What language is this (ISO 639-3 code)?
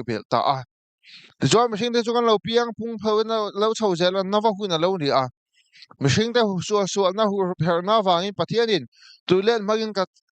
lus